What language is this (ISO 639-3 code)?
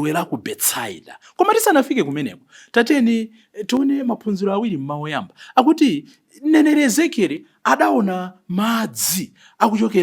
nya